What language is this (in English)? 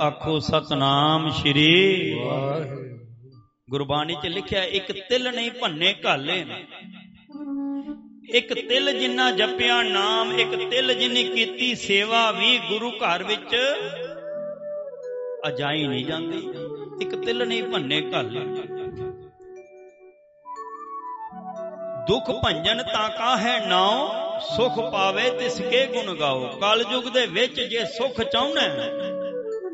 Punjabi